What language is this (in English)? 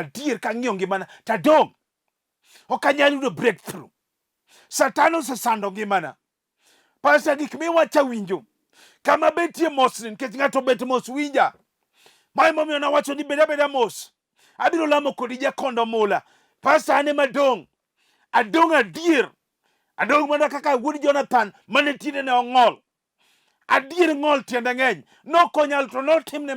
Luo (Kenya and Tanzania)